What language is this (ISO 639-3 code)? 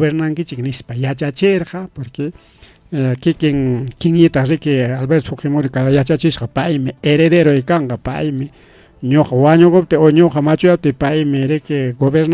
quy